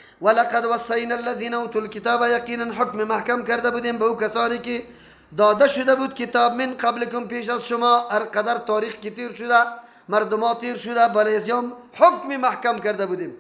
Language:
Persian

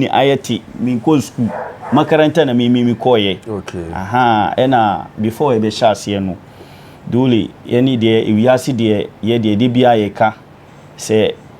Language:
Akan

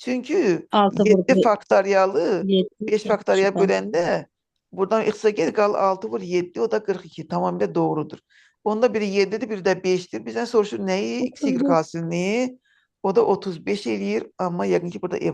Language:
Azerbaijani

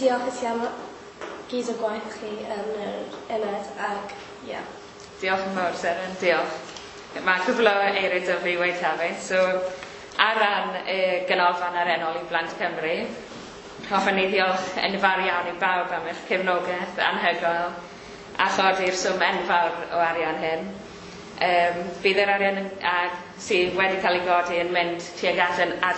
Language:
Welsh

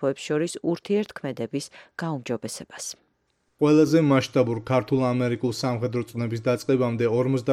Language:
Georgian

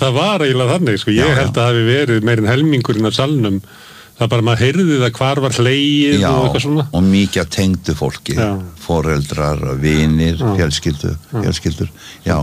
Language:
Icelandic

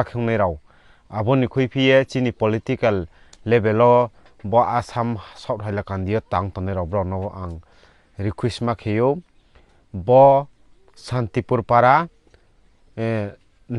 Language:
Riang (India)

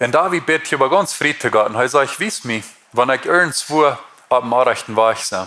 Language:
Plautdietsch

